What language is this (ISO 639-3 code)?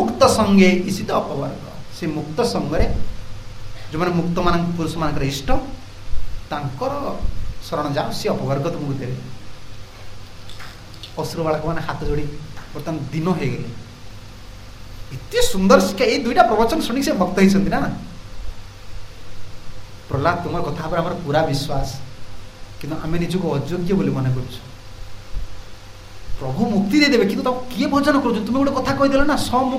ori